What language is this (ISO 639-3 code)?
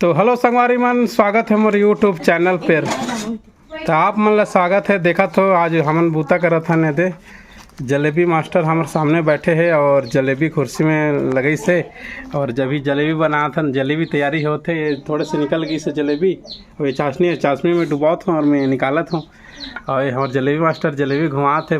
hne